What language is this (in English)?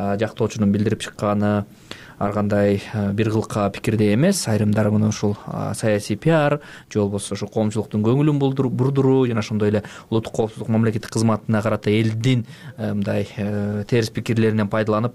Kyrgyz